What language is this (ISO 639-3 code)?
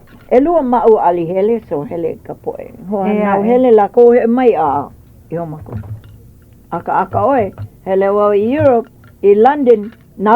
haw